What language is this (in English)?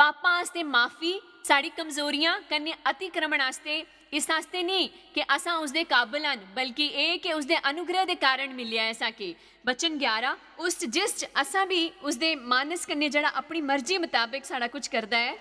Dogri